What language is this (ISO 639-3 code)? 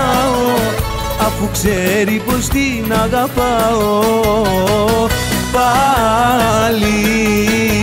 ell